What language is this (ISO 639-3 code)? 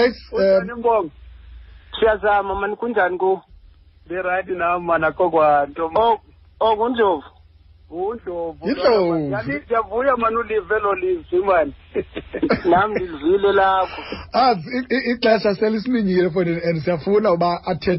xho